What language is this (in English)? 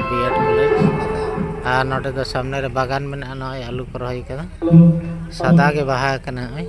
Santali